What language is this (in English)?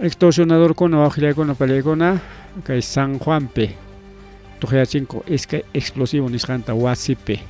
Ayacucho Quechua